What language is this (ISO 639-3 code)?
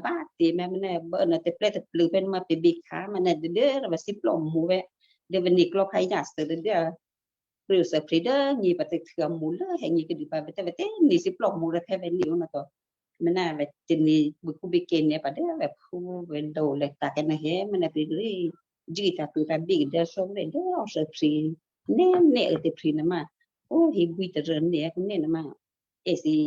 kyu